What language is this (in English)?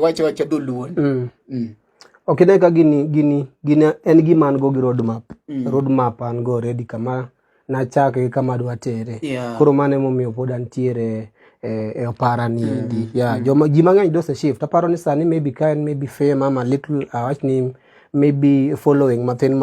Luo (Kenya and Tanzania)